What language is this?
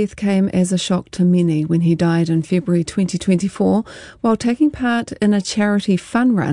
English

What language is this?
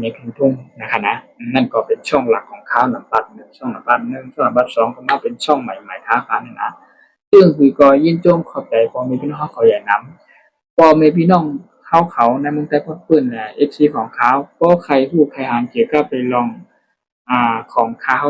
Shan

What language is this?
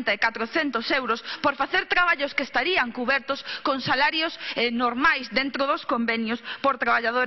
Galician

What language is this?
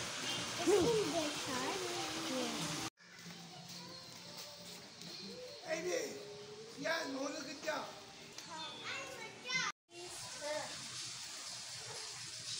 Filipino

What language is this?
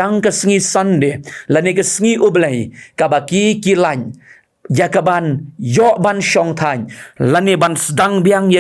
Khasi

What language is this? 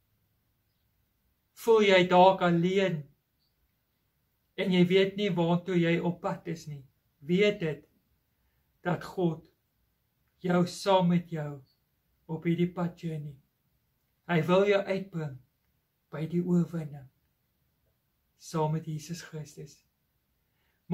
Afrikaans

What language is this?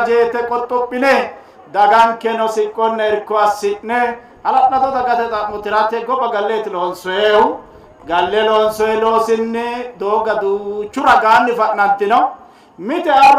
Sidamo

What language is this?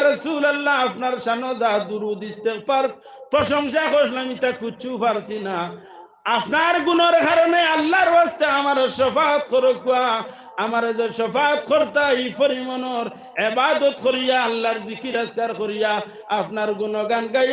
Sylheti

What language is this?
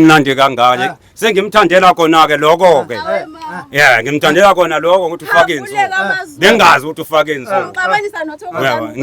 Zulu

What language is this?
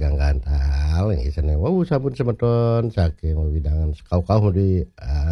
Balinese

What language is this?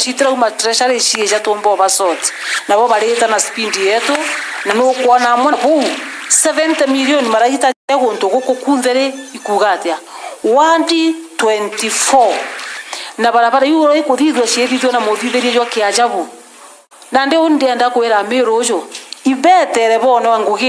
Meru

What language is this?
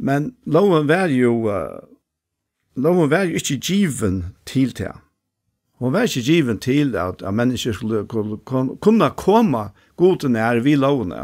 Faroese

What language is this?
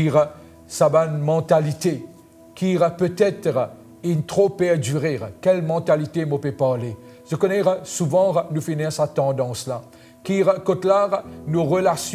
Morisyen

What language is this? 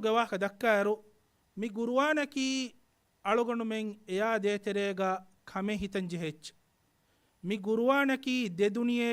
Divehi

